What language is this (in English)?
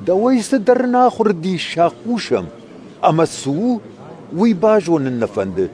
Ossetic